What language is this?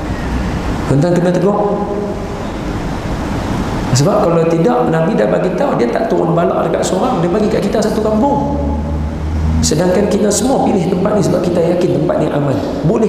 Malay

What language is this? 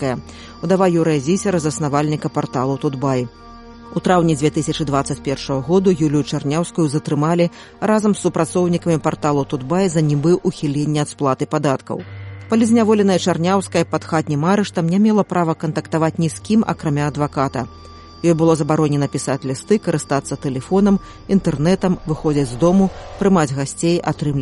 Belarusian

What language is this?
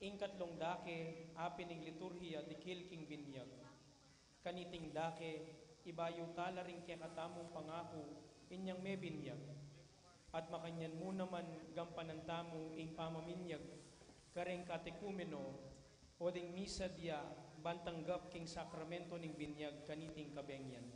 Pampanga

